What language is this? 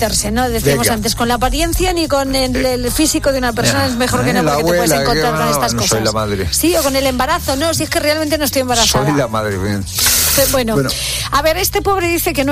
Spanish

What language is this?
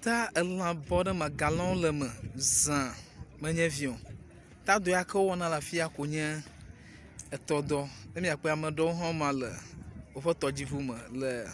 Ewe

